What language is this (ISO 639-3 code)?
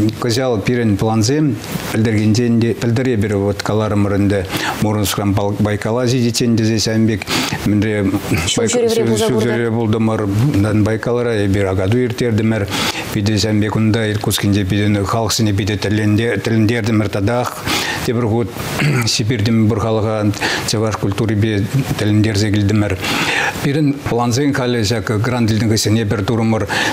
chv